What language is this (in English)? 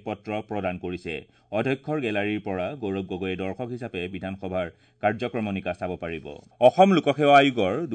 Assamese